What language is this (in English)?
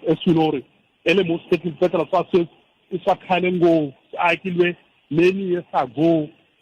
Tsonga